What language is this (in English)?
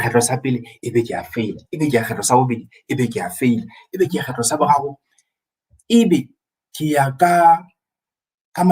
Southern Sotho